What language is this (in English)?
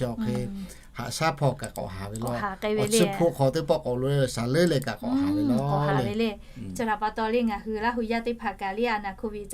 Lahu